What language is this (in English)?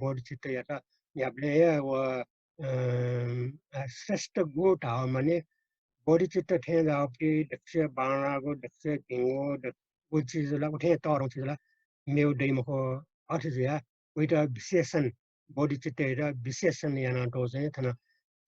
Newari